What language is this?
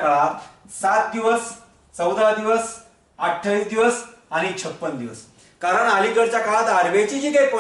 Marathi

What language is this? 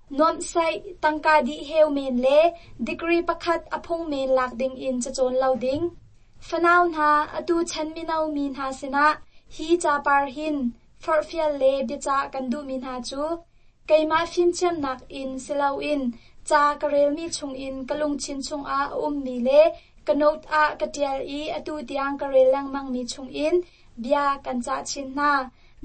Hakha Chin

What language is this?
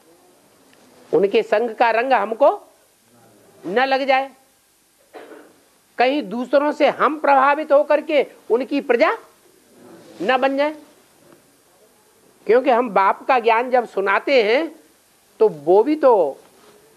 Hindi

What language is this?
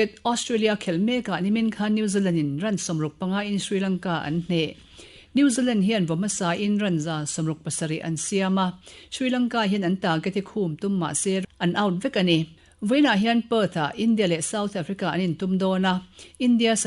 Mizo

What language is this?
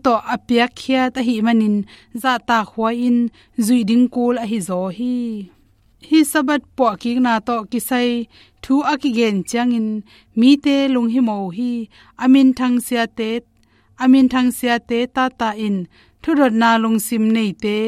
Tedim Chin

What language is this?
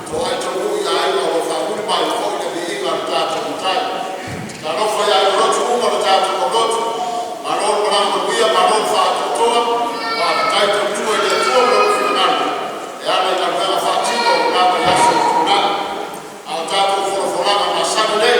Samoan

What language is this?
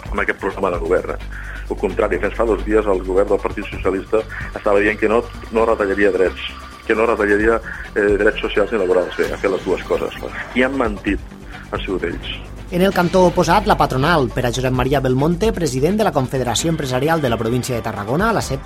Catalan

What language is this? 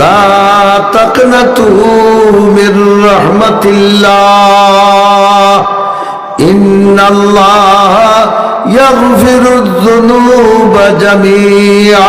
Sylheti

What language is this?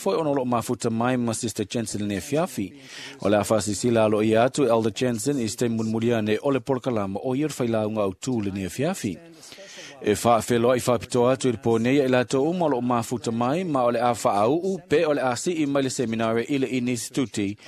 Samoan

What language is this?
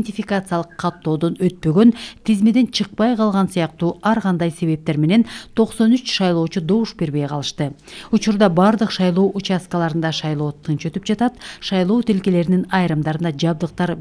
Kyrgyz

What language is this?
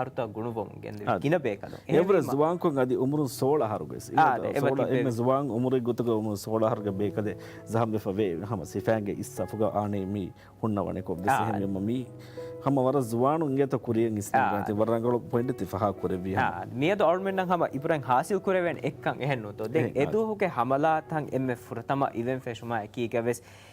Divehi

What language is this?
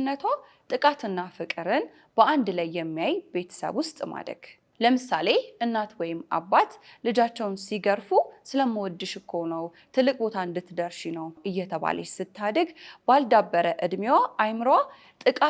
Amharic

